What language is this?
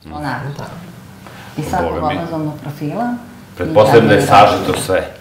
Serbian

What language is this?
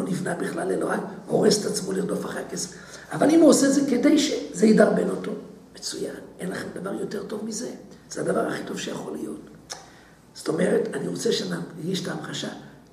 Hebrew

